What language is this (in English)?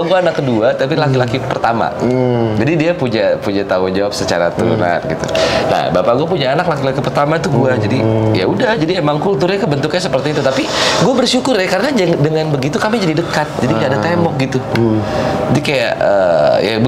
Indonesian